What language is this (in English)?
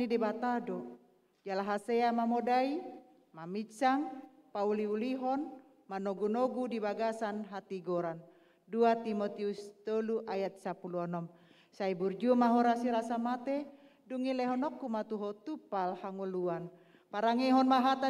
Batak Toba